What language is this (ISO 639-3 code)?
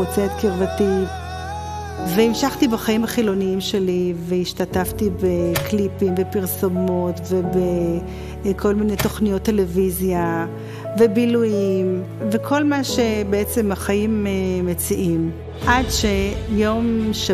heb